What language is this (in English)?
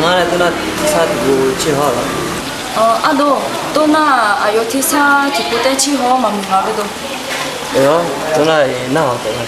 Akha